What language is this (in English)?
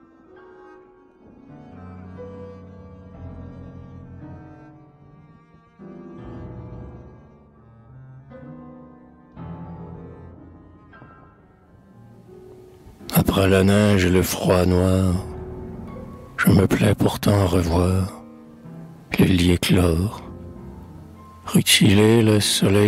French